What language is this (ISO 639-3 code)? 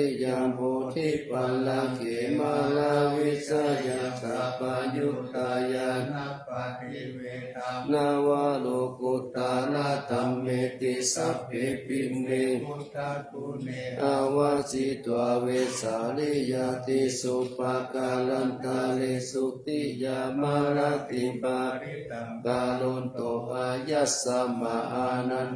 pli